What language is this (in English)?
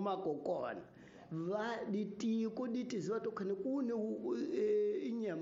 Tsonga